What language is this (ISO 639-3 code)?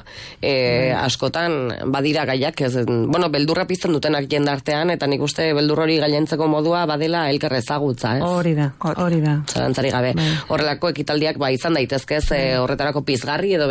eus